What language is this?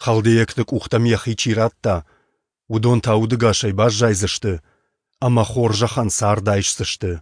Ossetic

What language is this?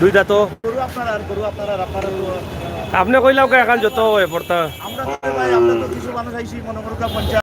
Sylheti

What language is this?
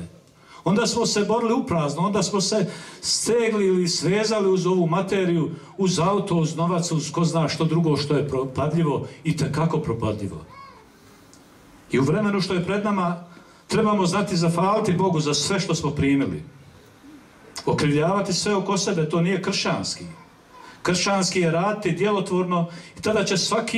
Croatian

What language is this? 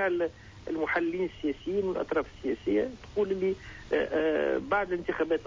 Tunisian Arabic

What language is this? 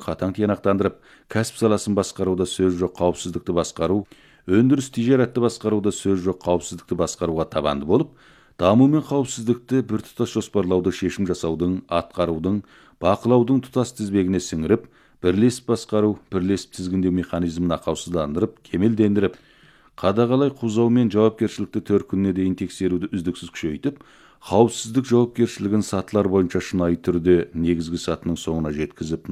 Kazakh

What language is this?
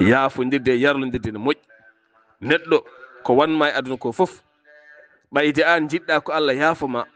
Fula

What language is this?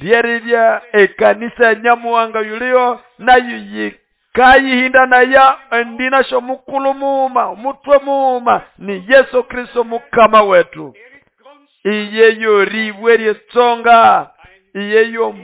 Nande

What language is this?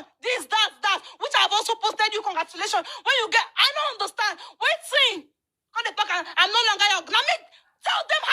Nigerian Pidgin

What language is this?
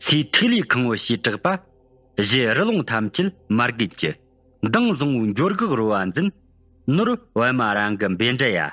Tibetan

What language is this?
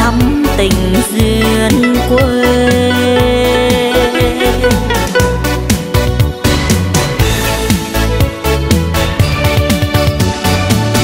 Vietnamese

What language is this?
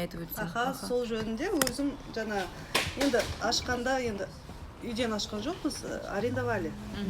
Kazakh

